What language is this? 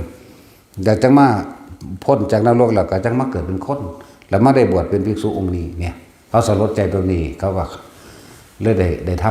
Northeastern Thai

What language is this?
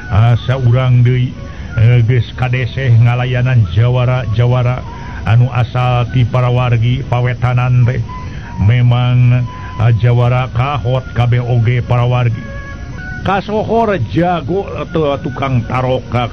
Sundanese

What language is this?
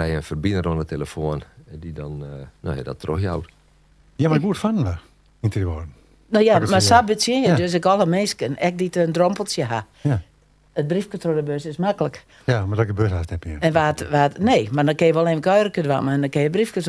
Western Frisian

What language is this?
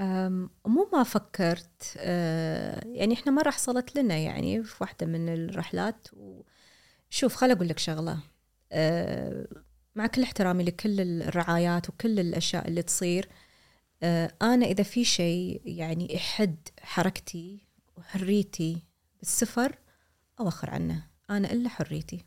Gulf Arabic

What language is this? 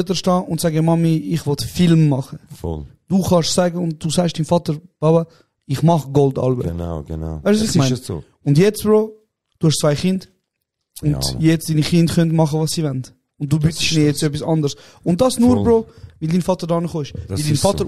Swiss German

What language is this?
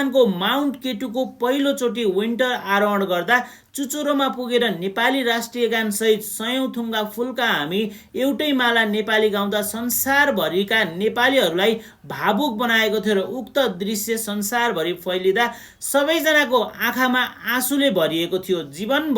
Nepali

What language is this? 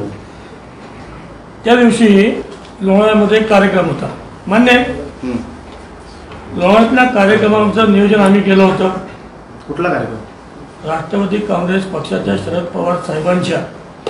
Marathi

